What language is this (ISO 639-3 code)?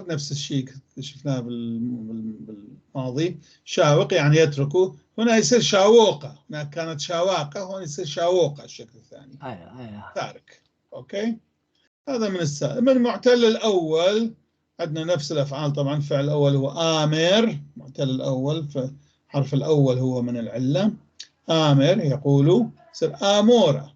apc